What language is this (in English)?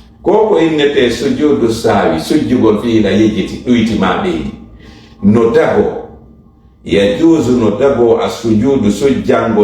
Fula